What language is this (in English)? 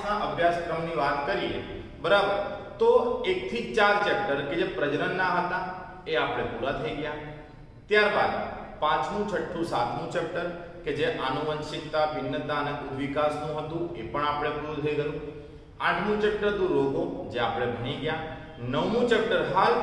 Gujarati